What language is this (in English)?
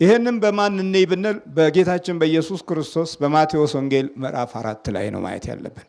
Amharic